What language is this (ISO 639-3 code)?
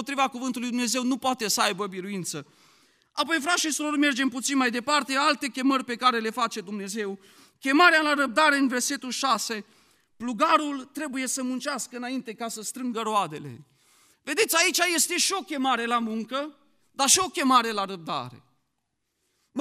ron